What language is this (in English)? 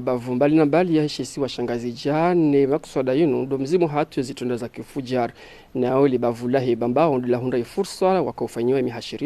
Ngazidja Comorian